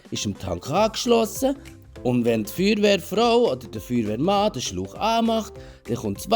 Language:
Swiss German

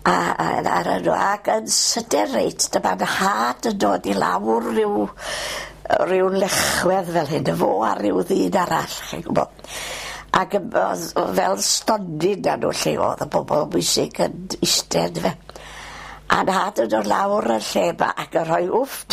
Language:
Welsh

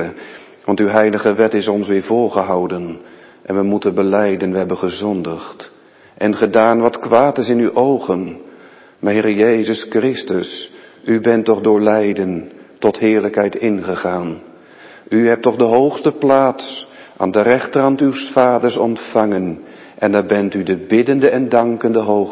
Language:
Dutch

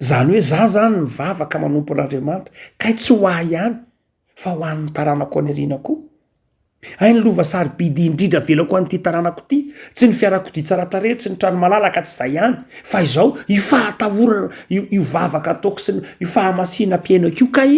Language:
Malagasy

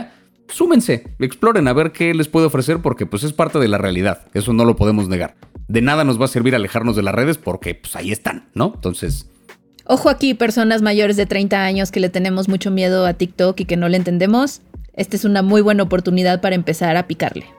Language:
Spanish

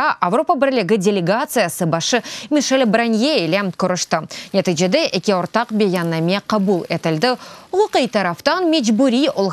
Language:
Crimean Tatar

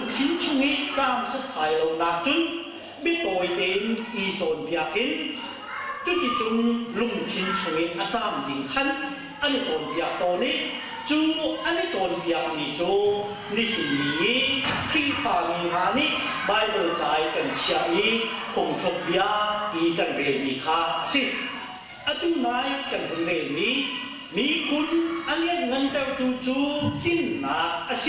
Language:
Hakha Chin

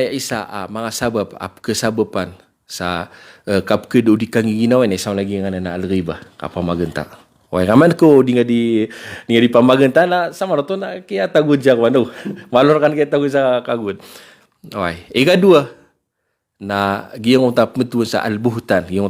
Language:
Maranao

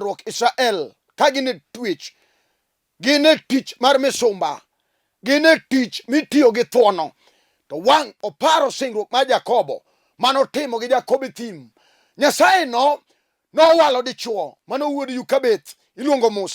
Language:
Luo (Kenya and Tanzania)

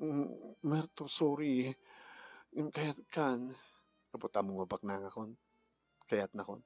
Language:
Iloko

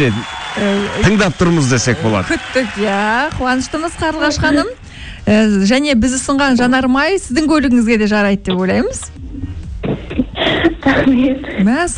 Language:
Kazakh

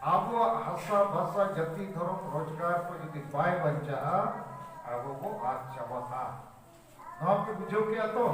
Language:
Santali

